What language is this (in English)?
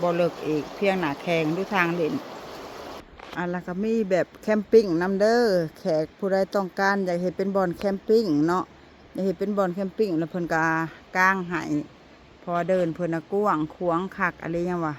Lao